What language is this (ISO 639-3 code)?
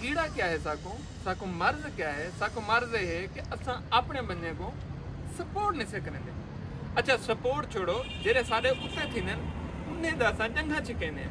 skr